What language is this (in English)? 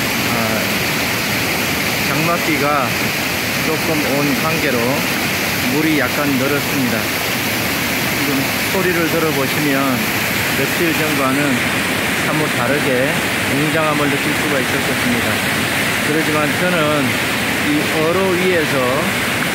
Korean